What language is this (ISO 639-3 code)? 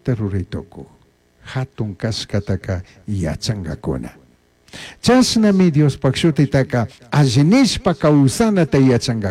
qug